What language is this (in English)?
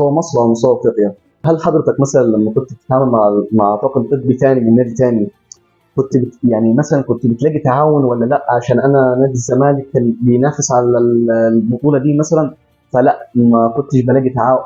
Egyptian Arabic